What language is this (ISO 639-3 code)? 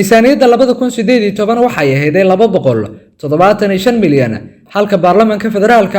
som